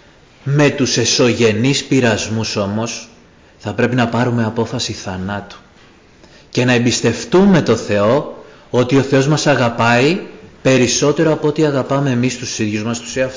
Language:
Greek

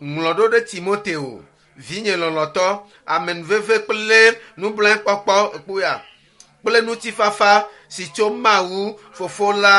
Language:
Ewe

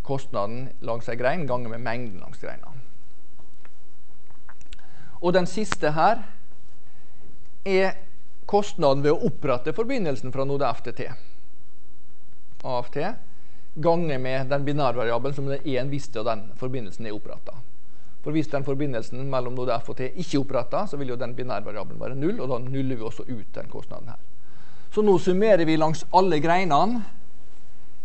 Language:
Norwegian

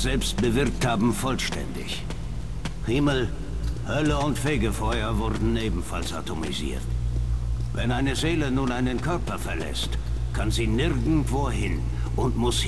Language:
Swiss German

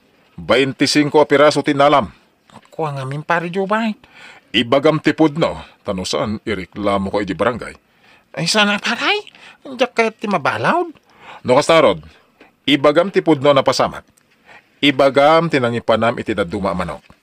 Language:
Iloko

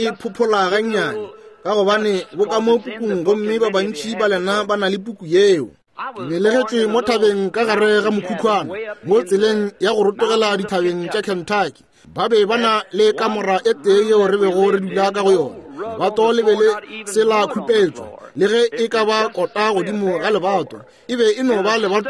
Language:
Northern Sotho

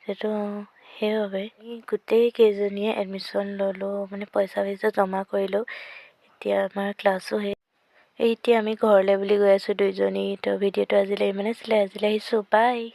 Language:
Assamese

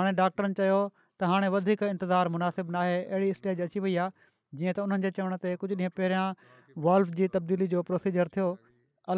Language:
Sindhi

